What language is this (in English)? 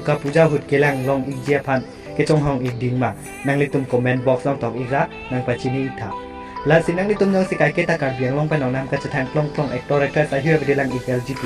Karbi